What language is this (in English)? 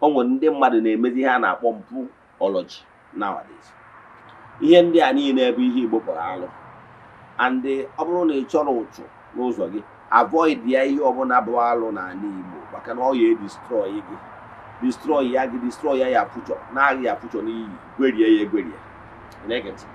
Igbo